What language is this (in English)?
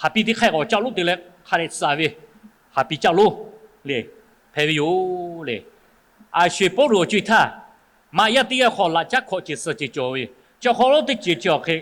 Lahu